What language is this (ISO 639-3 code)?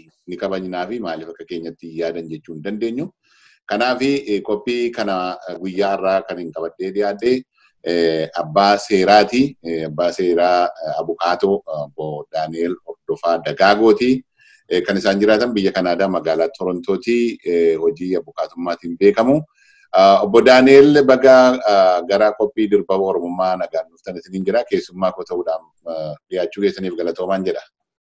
orm